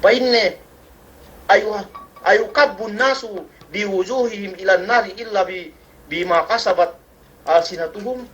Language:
Yakan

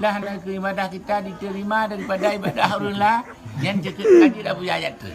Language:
Achinese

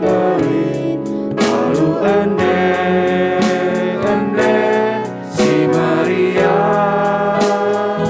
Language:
Batak Karo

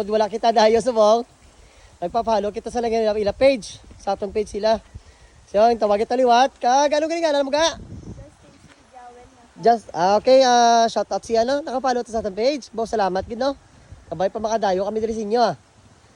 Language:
Hiligaynon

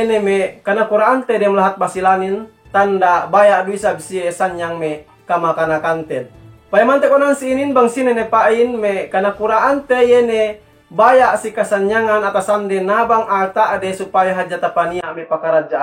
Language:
Yakan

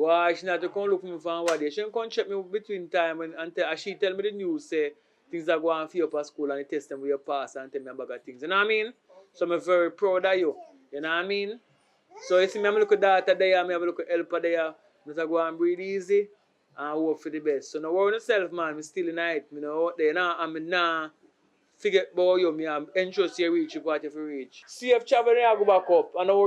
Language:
Jamaican Creole English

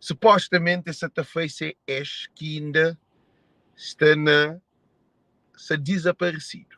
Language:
Kabuverdianu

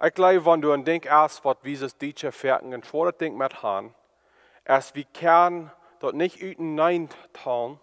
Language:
Plautdietsch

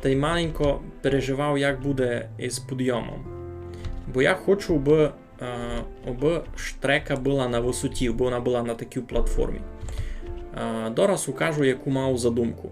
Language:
Rusyn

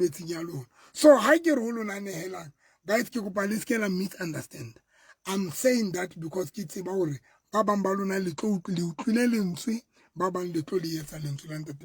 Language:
Southern Sotho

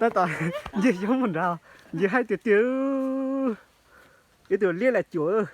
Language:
Hmong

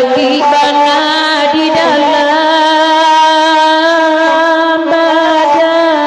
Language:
Minangkabau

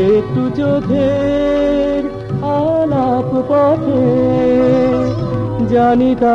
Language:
Bangla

